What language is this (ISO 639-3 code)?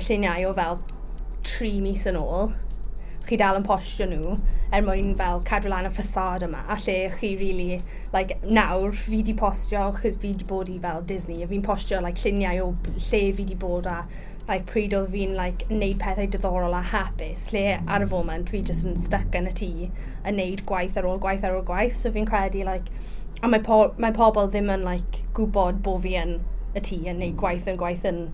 cym